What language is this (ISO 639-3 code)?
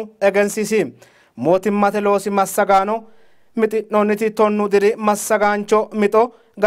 sid